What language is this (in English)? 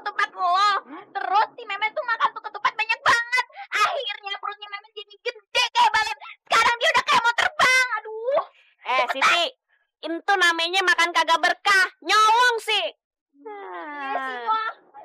Betawi